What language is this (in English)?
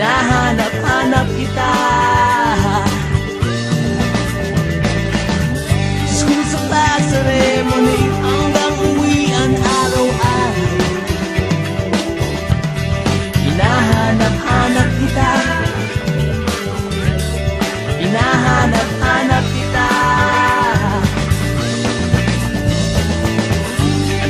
Filipino